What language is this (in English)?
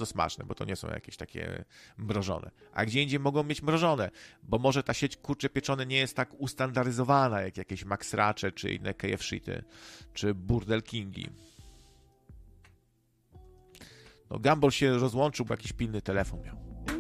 Polish